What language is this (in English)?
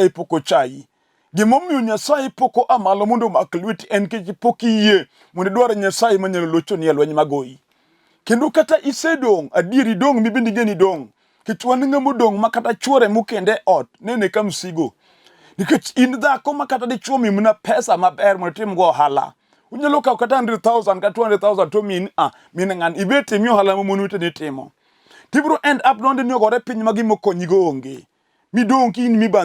Luo (Kenya and Tanzania)